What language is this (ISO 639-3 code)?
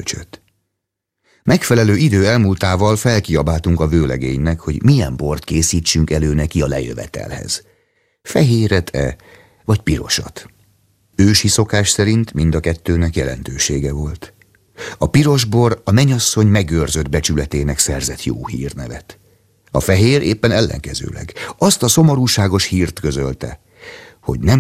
hun